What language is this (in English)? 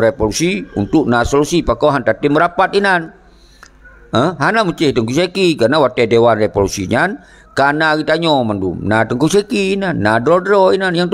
Achinese